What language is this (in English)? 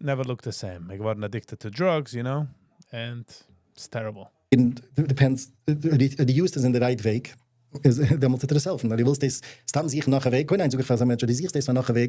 Yiddish